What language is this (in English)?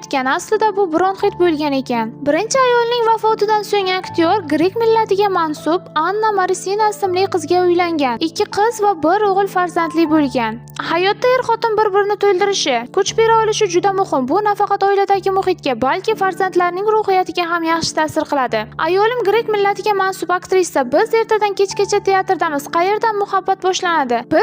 Uzbek